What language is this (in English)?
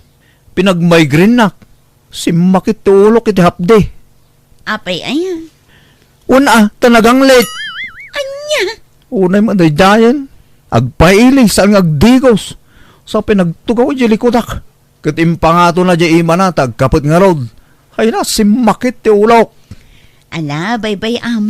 Iloko